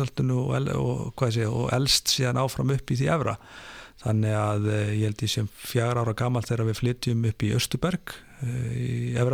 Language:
Icelandic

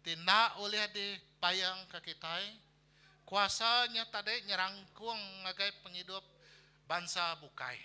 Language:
Iban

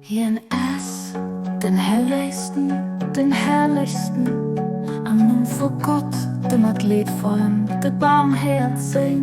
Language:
Luxembourgish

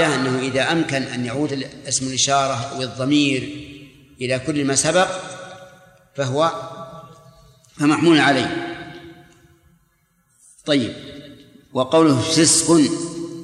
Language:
Arabic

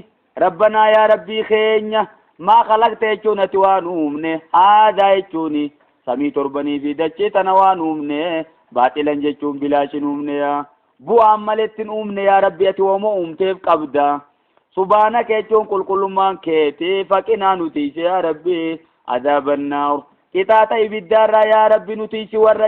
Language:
Oromo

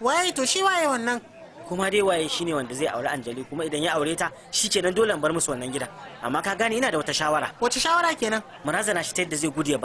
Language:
Hausa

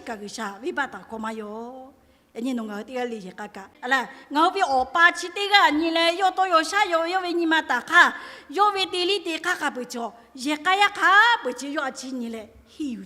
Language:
Lahu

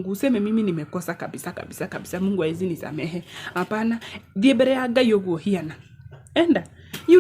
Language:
Kikuyu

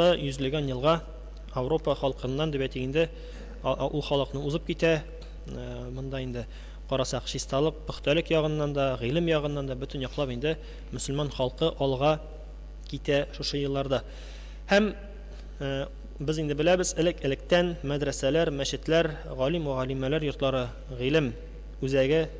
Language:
Tatar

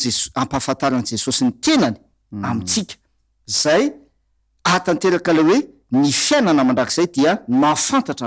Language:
Malagasy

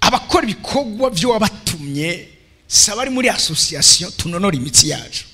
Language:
Rundi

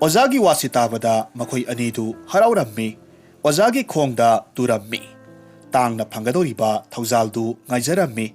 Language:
Manipuri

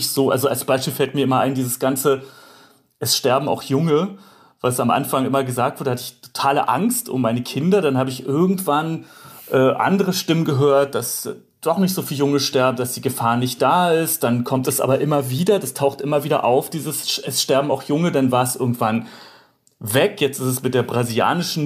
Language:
German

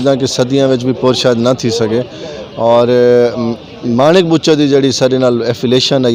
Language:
Saraiki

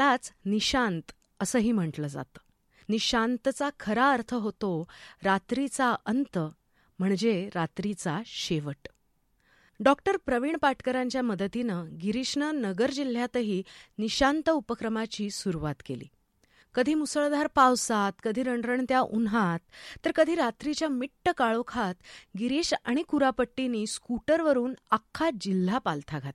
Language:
Marathi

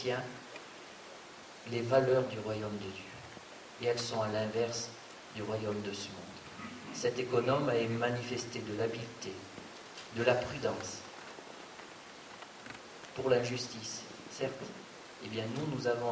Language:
French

